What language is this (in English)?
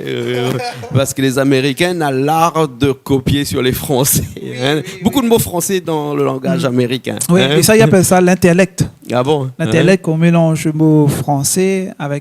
Réunion Creole French